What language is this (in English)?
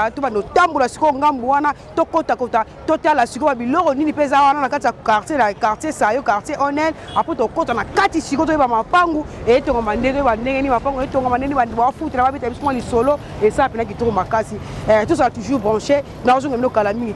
Lingala